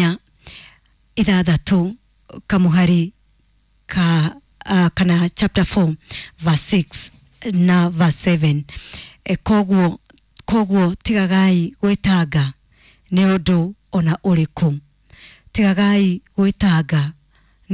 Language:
Kikuyu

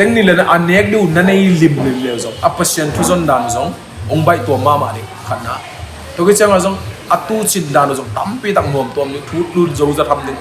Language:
Tedim Chin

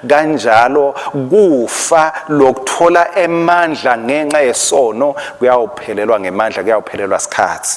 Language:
Swati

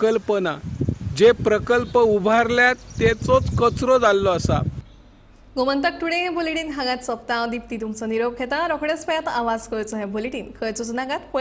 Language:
Konkani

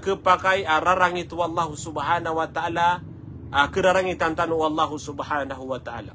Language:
Maranao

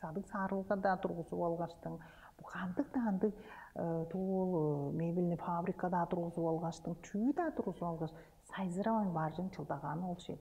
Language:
Tuvinian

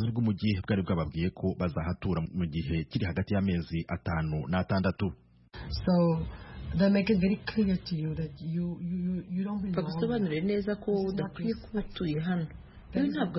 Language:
Kinyarwanda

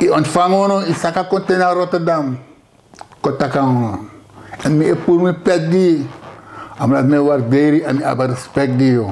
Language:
Sranan Tongo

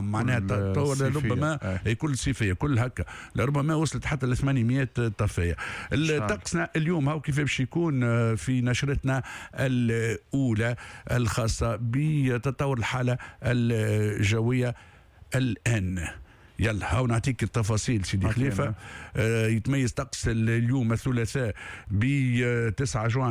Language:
Tunisian Arabic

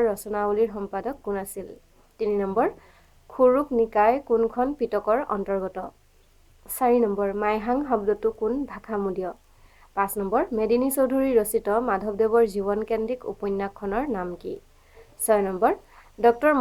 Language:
Assamese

